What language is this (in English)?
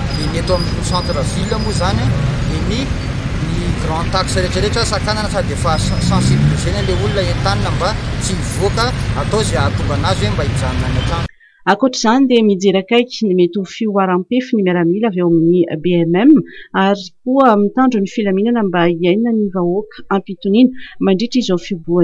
Malagasy